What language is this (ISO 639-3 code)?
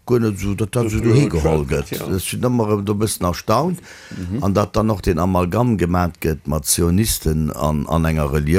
ltz